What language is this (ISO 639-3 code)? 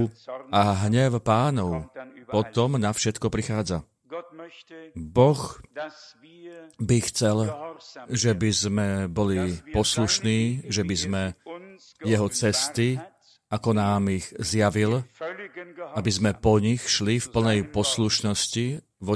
slk